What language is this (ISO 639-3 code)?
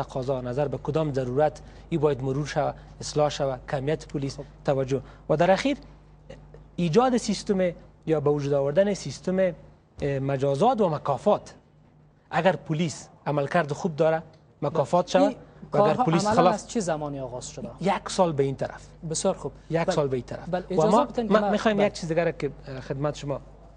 fas